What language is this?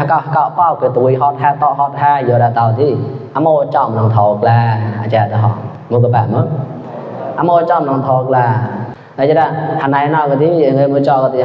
Mon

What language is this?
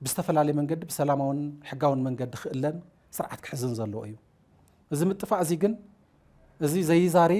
Tigrinya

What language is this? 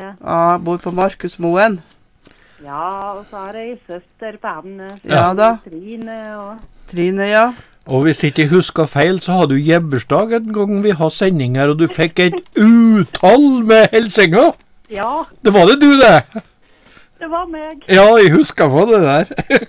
Norwegian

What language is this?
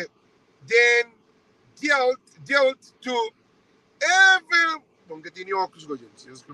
Kabuverdianu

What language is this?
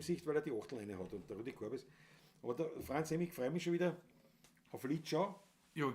Bavarian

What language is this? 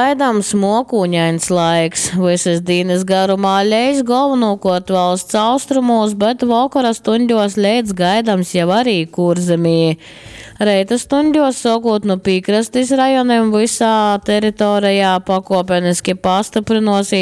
Latgalian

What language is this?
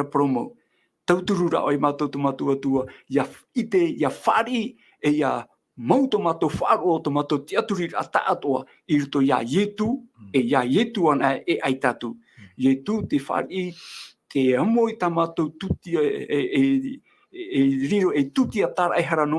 Tahitian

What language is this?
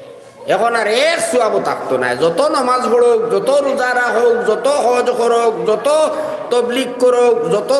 Sylheti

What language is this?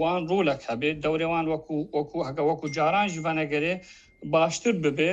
Kurdish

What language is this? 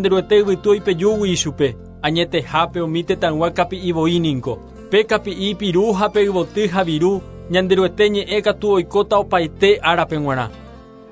Guarani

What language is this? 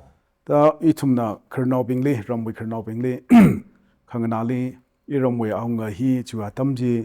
Tangkhul Naga (India)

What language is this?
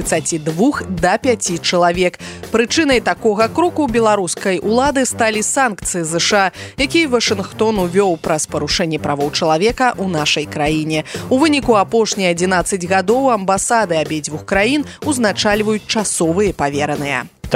Belarusian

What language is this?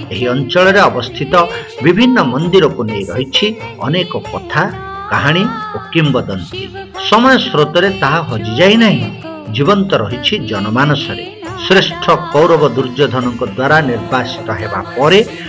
Odia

